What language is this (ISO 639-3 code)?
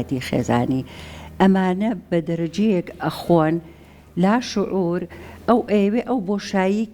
ckb